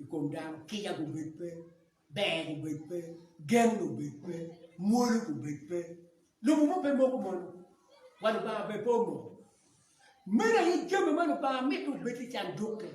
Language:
Acoli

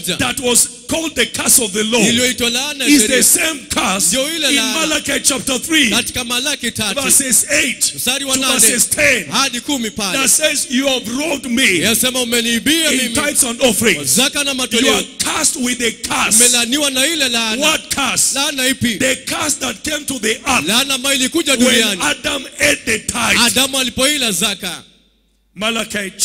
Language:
Swahili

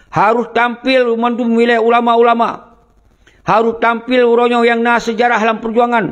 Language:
Achinese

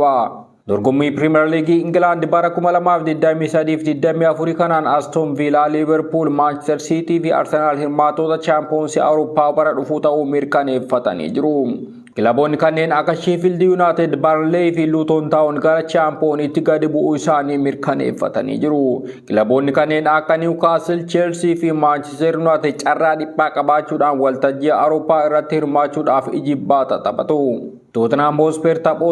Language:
Oromo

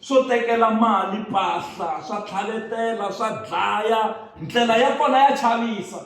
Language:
Tsonga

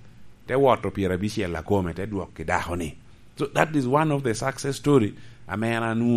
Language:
Lango (Uganda)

